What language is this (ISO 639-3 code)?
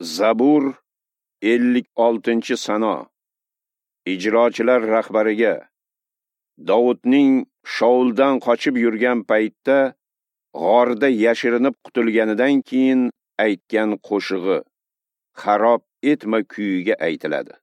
uzb